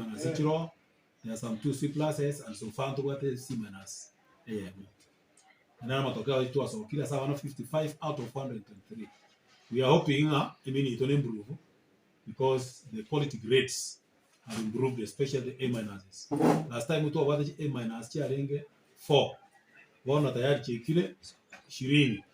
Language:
Gusii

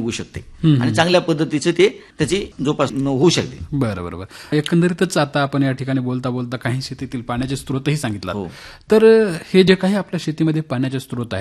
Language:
Marathi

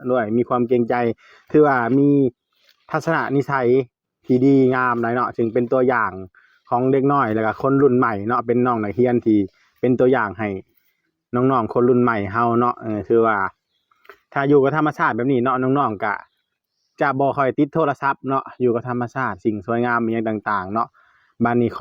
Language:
Northeastern Thai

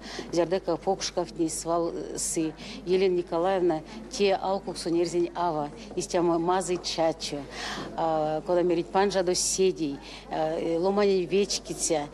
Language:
Erzya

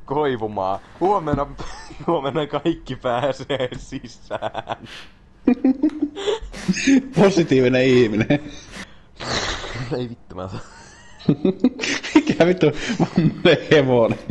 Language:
Finnish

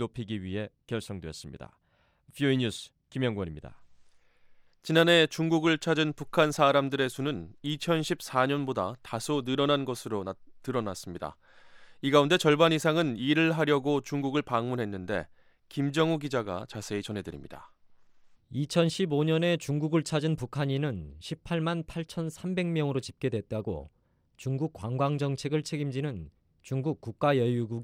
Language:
Korean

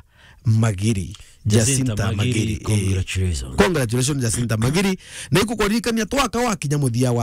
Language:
Meru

